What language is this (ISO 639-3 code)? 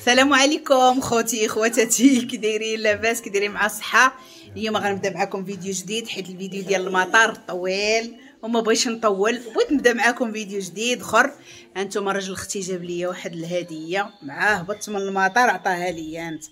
ary